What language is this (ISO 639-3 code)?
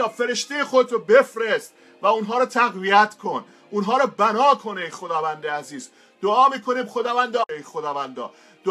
fas